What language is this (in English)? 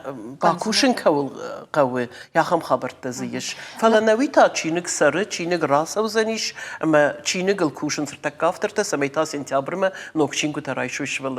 Ossetic